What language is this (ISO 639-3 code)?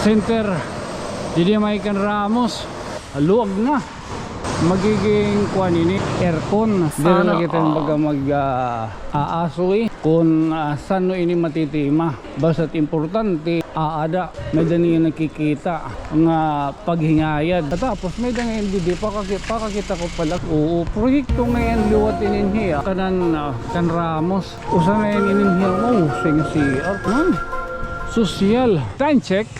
war